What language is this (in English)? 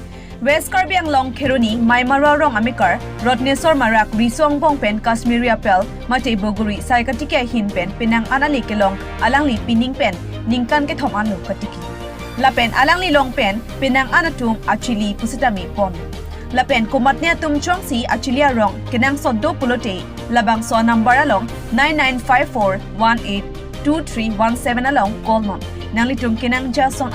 Karbi